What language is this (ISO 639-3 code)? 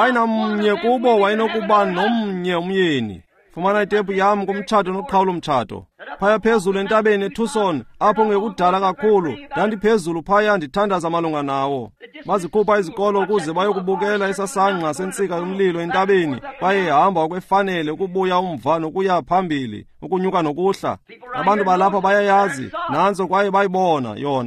xho